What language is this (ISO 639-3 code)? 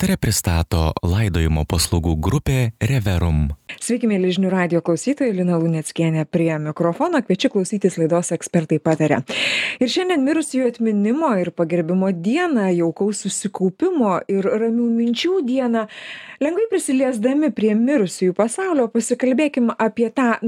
lit